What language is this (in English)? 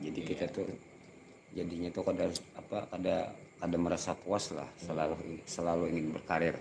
Banjar